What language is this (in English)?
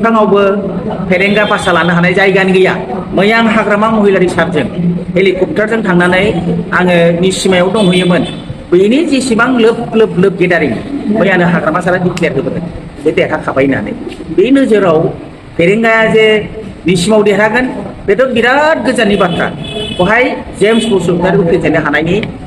Bodo